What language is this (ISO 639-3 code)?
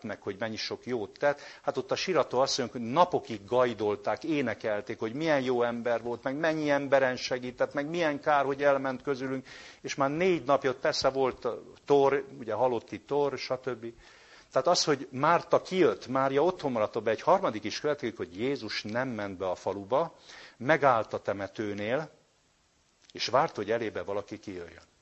hun